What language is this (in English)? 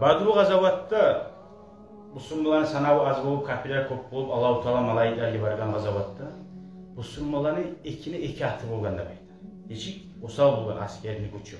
Kumyk